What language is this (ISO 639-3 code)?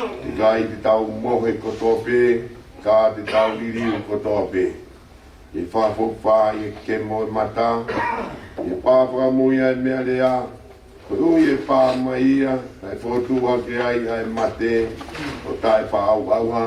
ton